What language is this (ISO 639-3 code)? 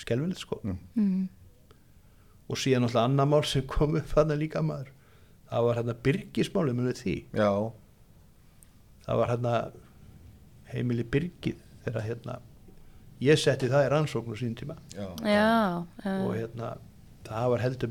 isl